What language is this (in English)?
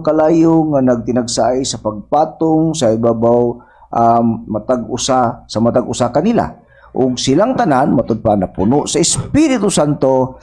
Cebuano